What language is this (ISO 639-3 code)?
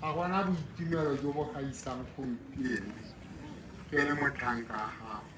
tsn